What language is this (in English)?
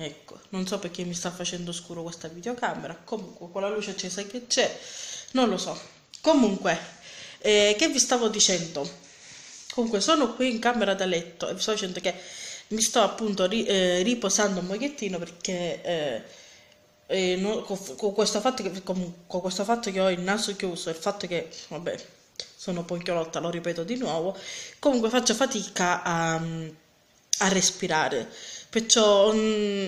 Italian